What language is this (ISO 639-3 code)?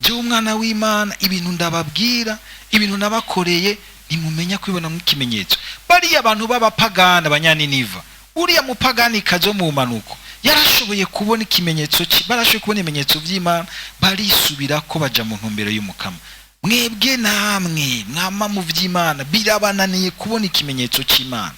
run